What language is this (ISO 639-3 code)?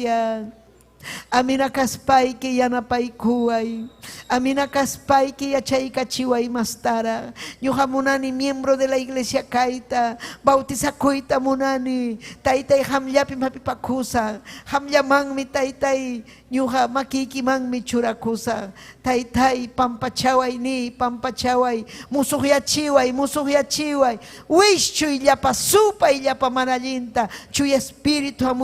quy